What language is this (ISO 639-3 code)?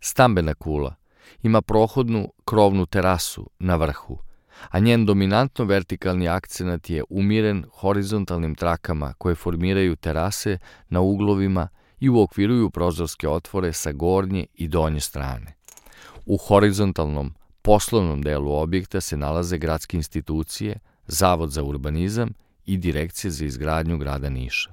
srp